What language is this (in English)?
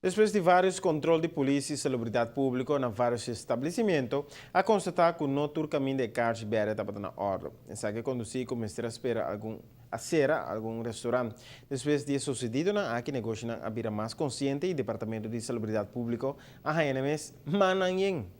Papiamento